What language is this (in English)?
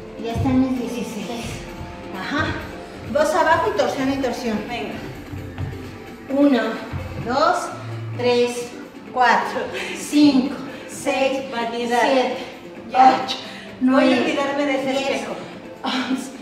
Spanish